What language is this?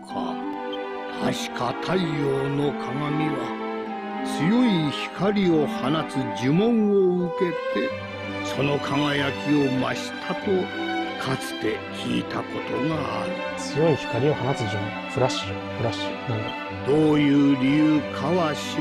Japanese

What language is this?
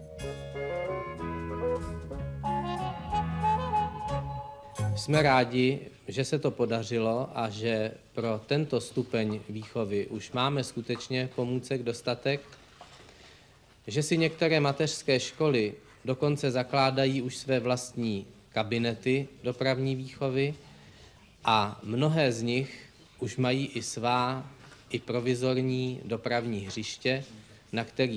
Czech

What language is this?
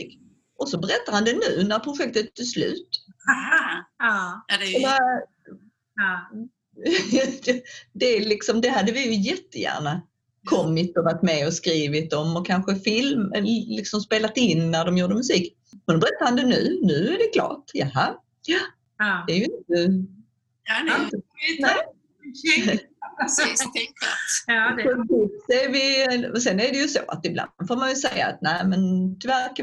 Swedish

